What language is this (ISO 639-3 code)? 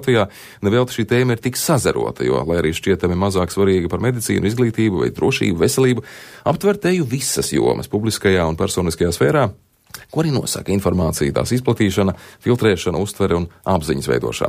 lav